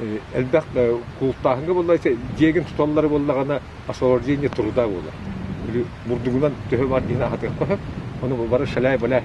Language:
Yakut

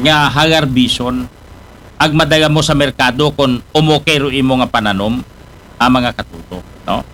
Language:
Aklanon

